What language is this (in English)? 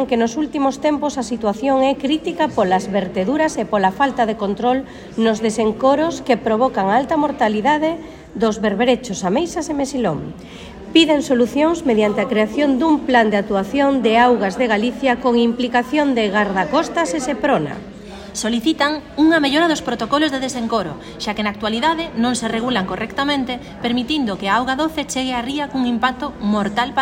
Galician